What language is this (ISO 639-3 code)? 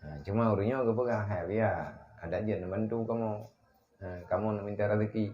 ace